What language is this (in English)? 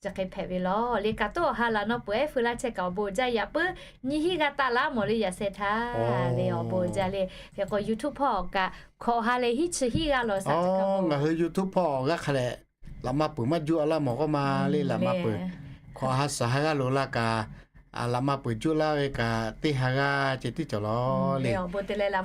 Lahu